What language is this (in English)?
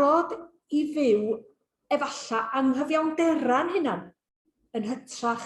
Welsh